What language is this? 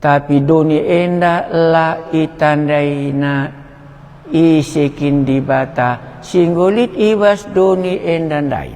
Batak Karo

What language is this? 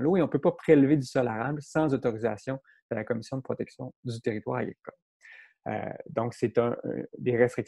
French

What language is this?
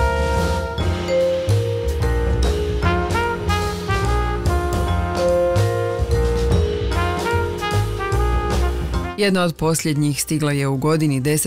Croatian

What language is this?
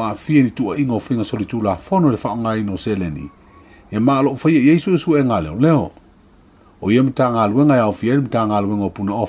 Samoan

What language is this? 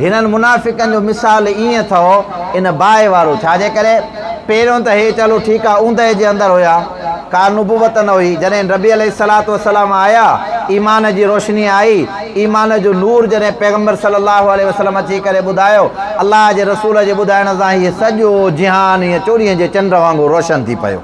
Sindhi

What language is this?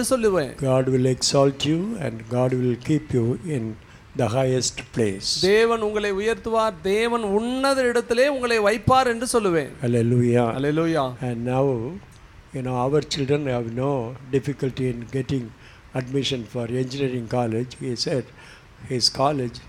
Tamil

